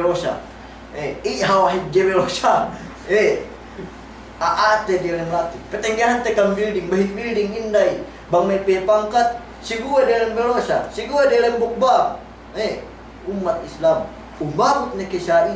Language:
Yakan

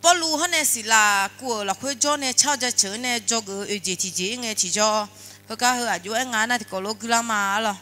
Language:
Akha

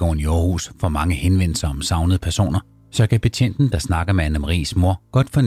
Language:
Danish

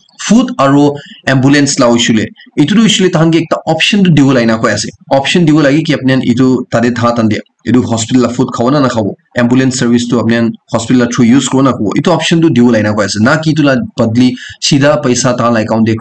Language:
Naga Pidgin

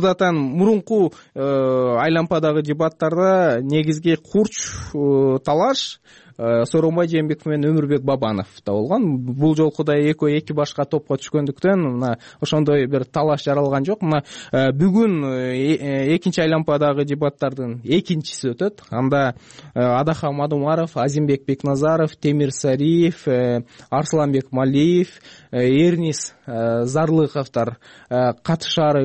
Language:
Kyrgyz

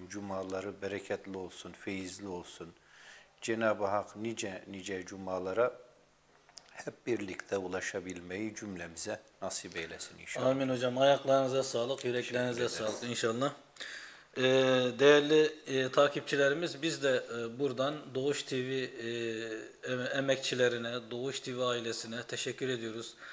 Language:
Turkish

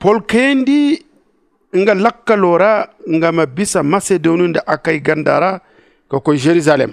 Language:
Zarma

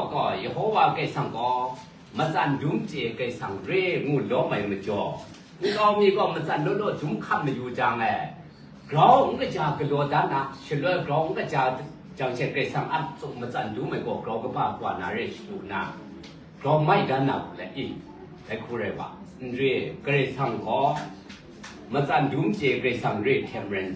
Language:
Kachin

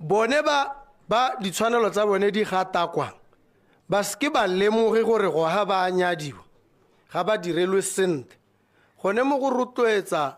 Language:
Tswana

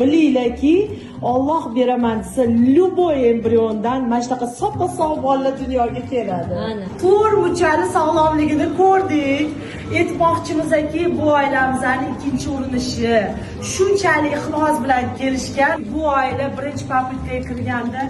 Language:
Uzbek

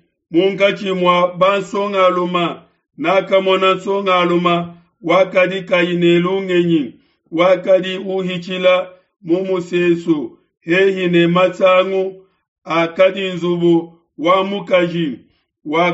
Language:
Luba-Lulua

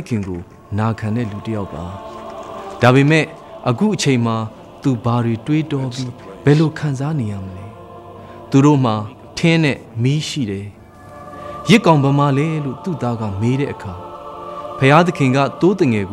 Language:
Burmese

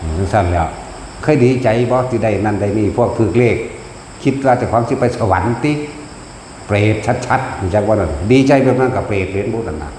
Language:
Northeastern Thai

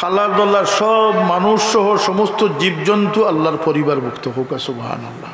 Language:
Sylheti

